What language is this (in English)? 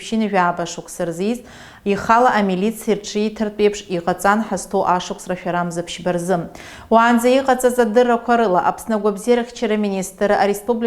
Abkhazian